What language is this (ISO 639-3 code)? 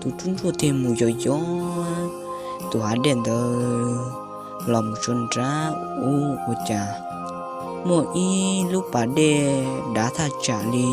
hmn